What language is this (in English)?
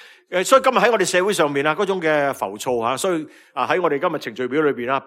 Cantonese